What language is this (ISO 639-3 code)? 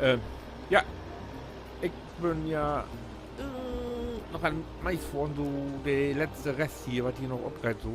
nds